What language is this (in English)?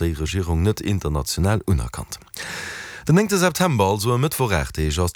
Luxembourgish